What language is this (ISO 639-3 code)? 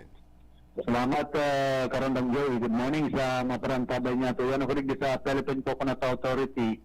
bik